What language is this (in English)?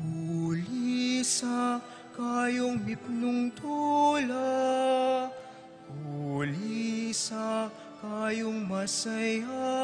Pampanga